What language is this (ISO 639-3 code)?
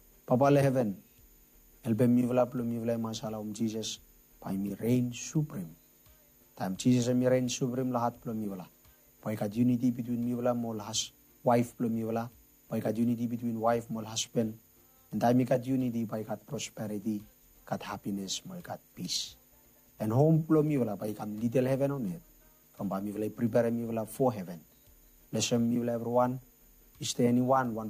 bis